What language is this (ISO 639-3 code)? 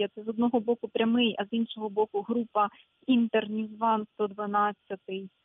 ukr